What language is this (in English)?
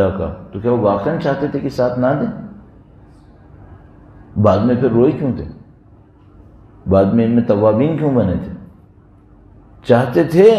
Urdu